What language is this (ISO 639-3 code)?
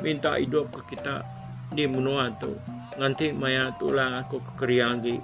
iba